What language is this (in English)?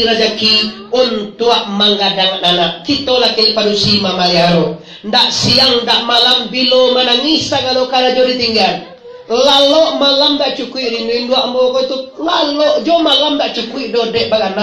Minangkabau